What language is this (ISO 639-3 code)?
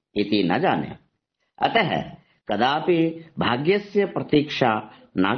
san